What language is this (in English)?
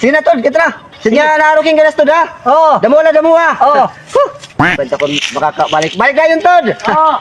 Waray